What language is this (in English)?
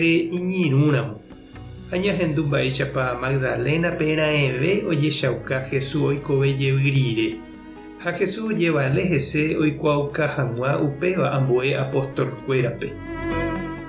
Guarani